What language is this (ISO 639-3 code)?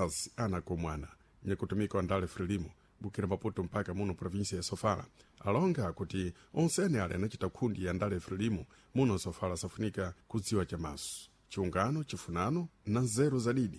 seh